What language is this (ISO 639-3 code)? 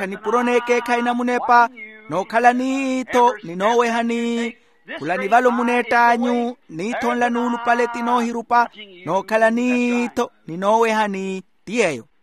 vmw